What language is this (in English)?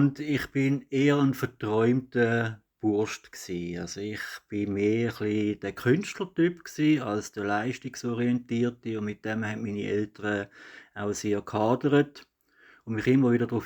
Swiss German